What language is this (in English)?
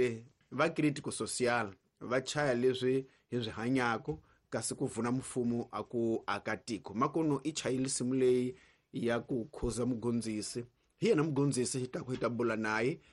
Tsonga